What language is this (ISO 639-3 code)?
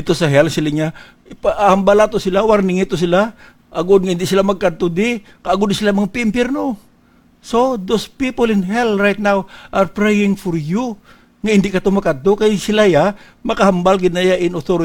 hil